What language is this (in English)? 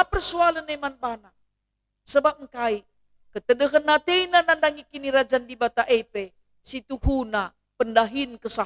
Batak Karo